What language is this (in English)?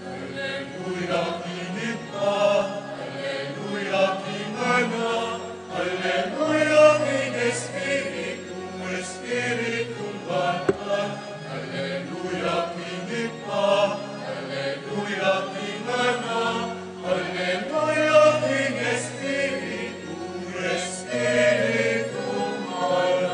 Pampanga